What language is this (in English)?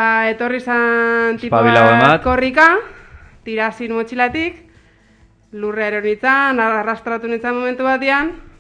Basque